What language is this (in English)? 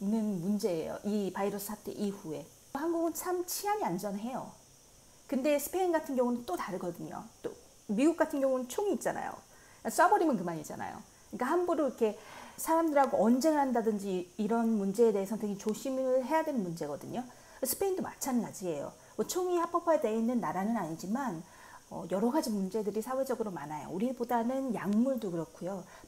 Korean